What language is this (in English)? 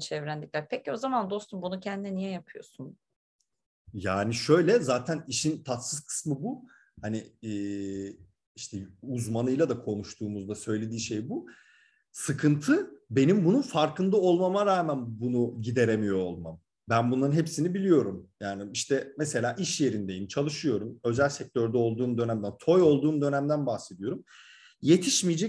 Turkish